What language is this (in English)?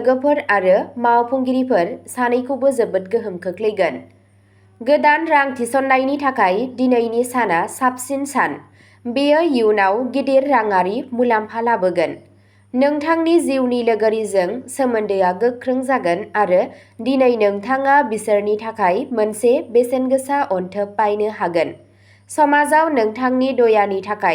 Bodo